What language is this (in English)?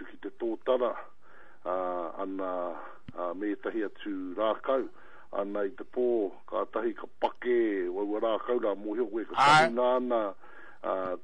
Māori